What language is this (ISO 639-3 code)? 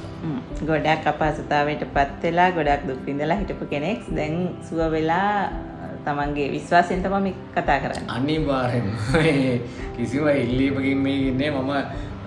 sin